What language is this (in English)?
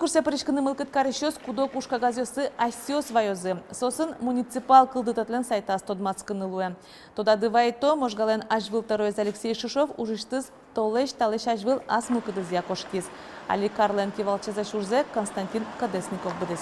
Udmurt